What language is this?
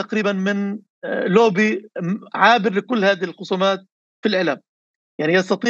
North Levantine Arabic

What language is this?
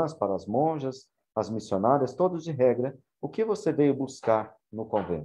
Portuguese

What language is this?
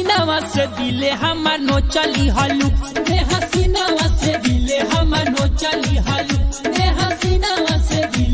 Bhojpuri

